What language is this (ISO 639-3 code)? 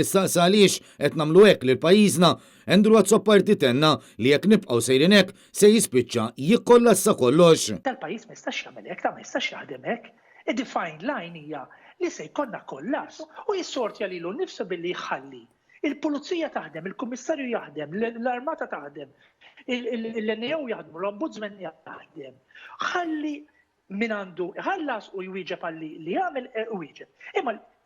mlt